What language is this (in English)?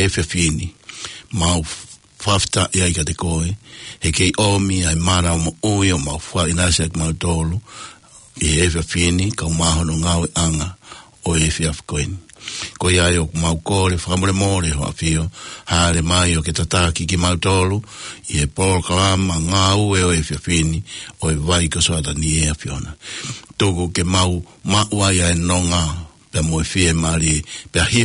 Tongan